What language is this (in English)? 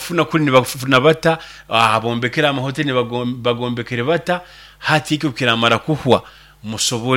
Nyoro